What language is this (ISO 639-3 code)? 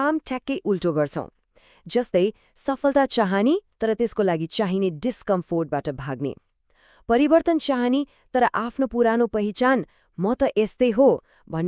nep